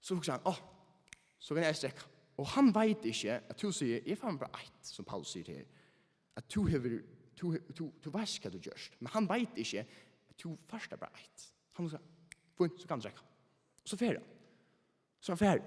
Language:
Faroese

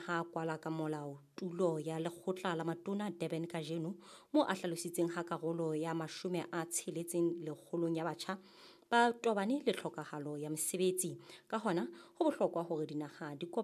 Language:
Southern Sotho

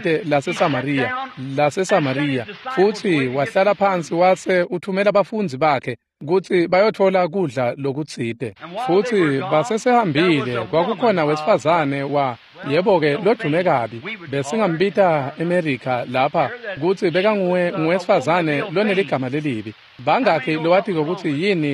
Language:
Swati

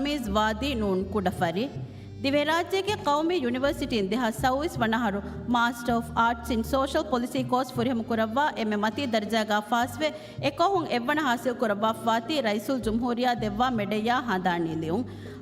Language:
Divehi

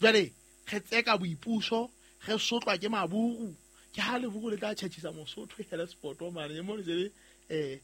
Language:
Southern Sotho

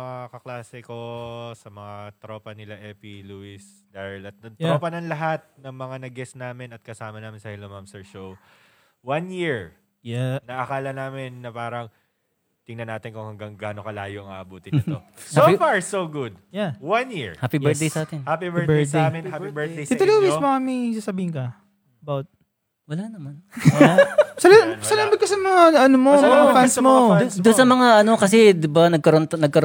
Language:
Filipino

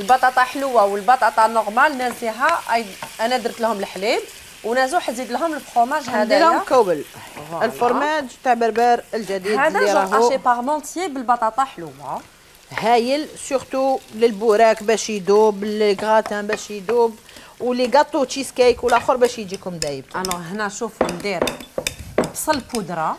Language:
Algerian Arabic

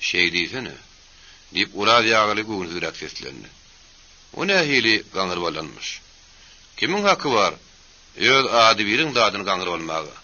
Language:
Turkmen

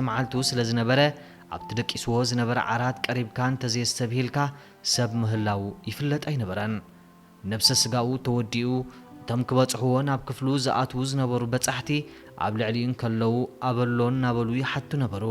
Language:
Tigrinya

